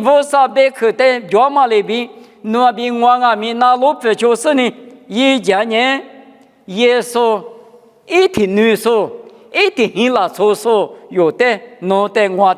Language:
Lisu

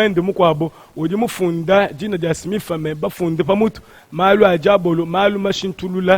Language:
Luba-Lulua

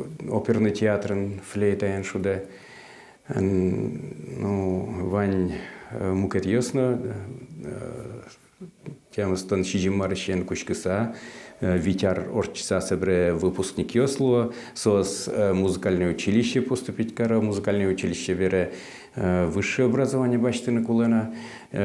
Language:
Udmurt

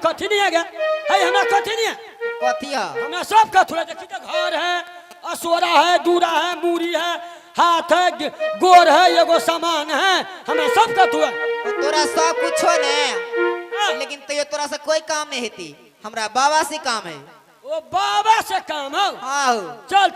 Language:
Maithili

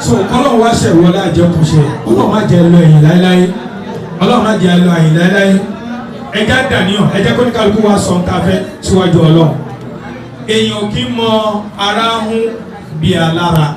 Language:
Yoruba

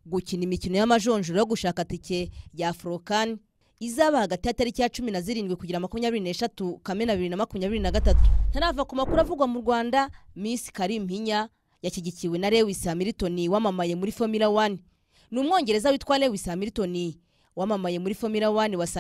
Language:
Kinyarwanda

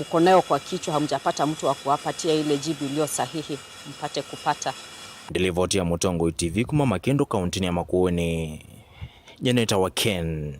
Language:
Kamba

